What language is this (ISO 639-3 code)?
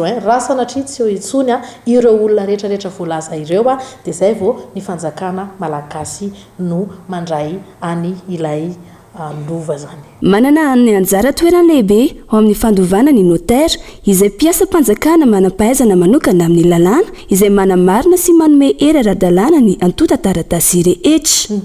mlg